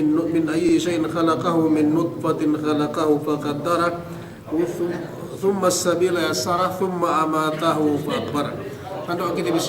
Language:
Yakan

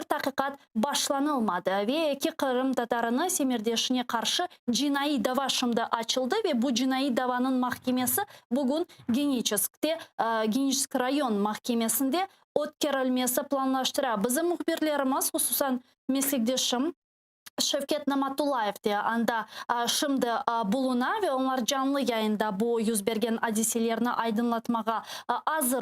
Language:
Crimean Tatar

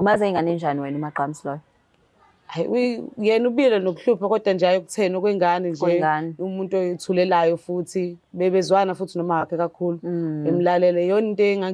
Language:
Zulu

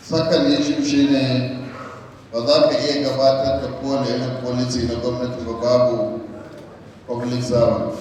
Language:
Hausa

